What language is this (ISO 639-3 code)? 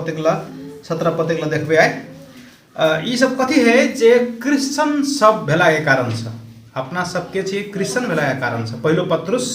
mai